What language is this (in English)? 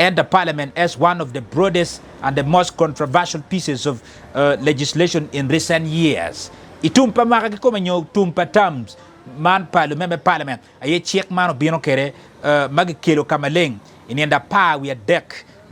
Acoli